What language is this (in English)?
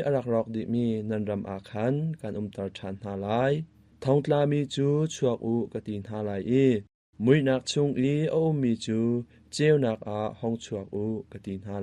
Hakha Chin